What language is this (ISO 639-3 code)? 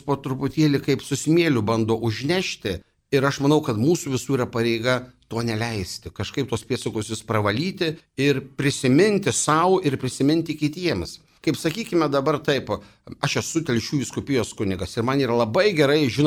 lit